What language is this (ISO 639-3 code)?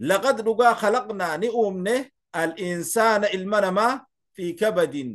orm